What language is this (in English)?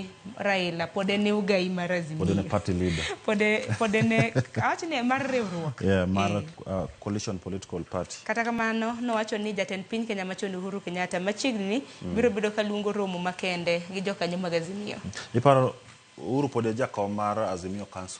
Luo (Kenya and Tanzania)